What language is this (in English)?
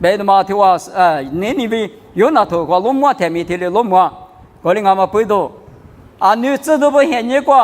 Lisu